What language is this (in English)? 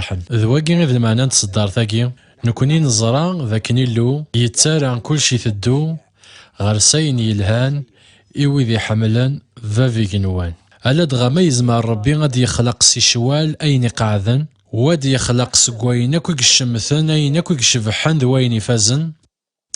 Kabyle